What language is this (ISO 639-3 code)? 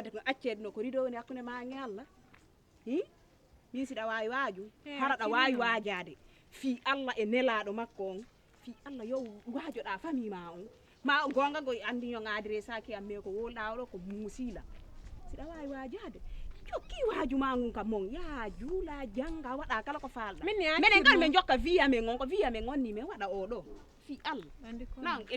ful